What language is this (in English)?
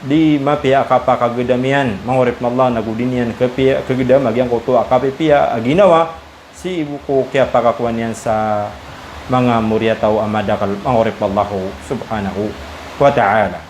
Maranao